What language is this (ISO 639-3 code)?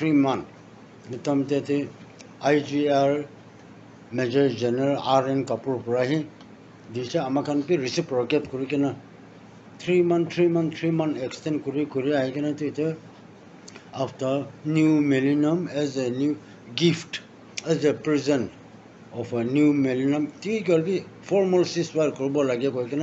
nag